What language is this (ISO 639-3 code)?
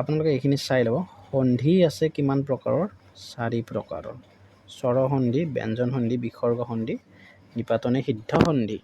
asm